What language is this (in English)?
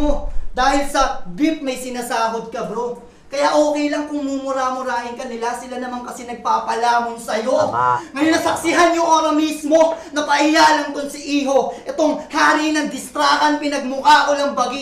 Filipino